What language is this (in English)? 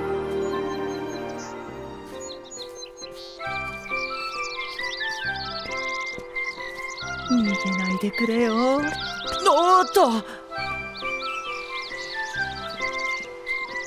Japanese